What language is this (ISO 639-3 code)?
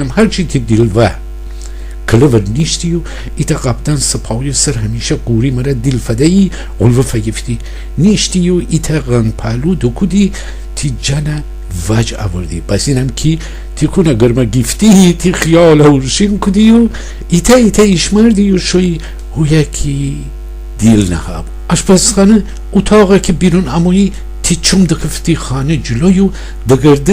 glk